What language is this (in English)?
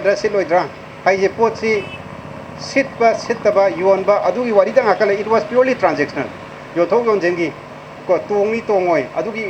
Manipuri